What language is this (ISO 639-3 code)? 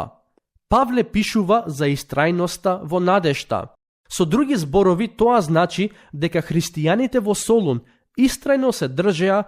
mkd